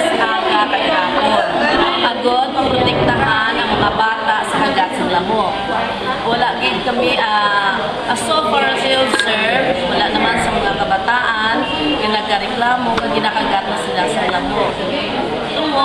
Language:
Hiligaynon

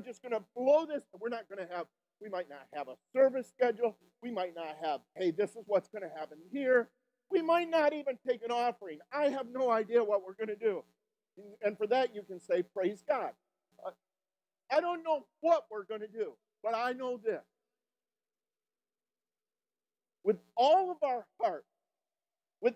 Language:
English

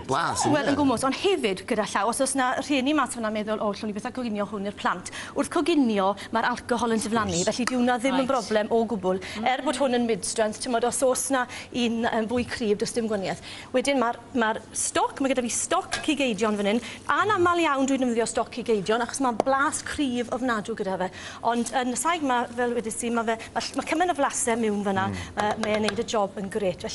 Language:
Welsh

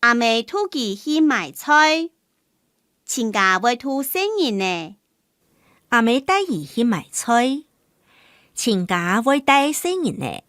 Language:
Hakka Chinese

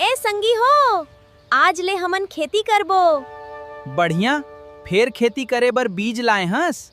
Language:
Chhattisgarhi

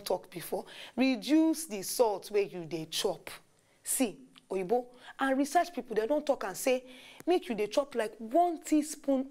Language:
Nigerian Pidgin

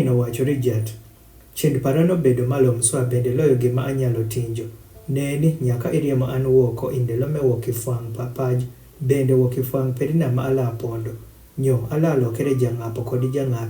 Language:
Adhola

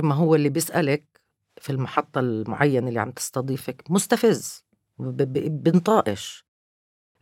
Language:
North Levantine Arabic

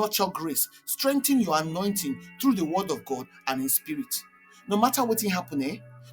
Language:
Nigerian Pidgin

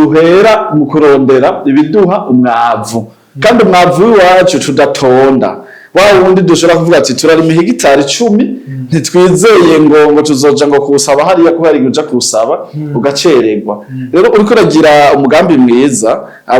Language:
Rundi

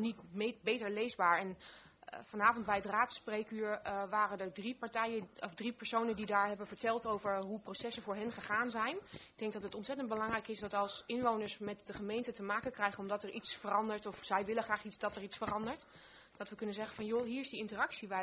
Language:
Dutch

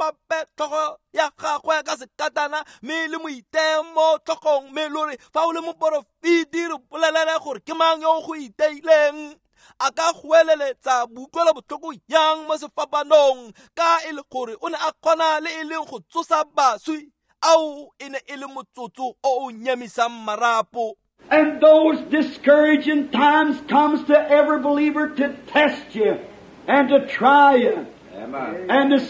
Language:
Tswana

